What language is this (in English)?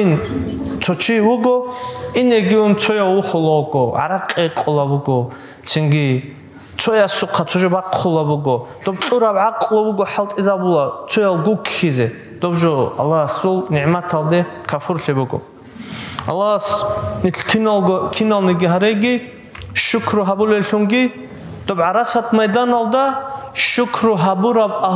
Avaric